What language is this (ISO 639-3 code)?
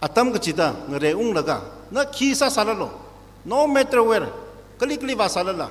nmf